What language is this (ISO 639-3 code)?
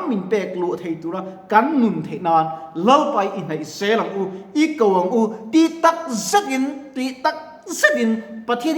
lus